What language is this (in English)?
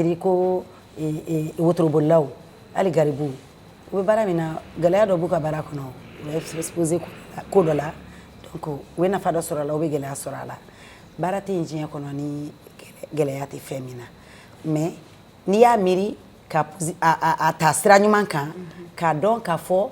Bambara